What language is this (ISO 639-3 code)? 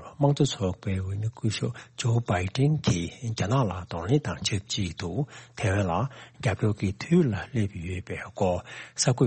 bod